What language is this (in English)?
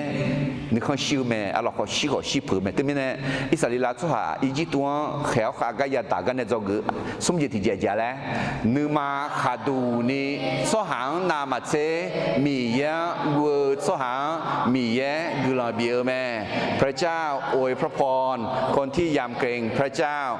Akha